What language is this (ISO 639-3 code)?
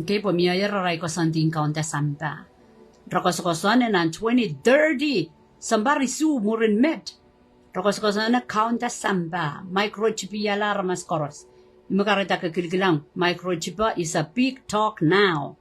pon